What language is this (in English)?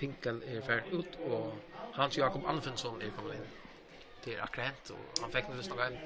Faroese